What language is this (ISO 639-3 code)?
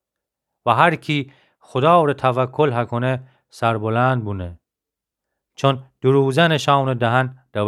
glk